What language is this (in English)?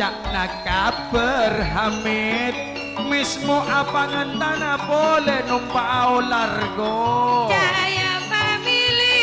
Madurese